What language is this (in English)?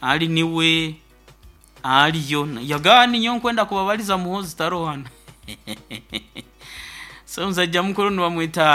Nyoro